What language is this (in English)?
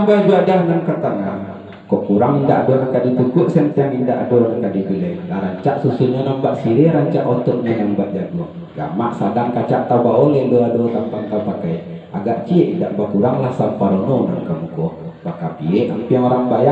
Minangkabau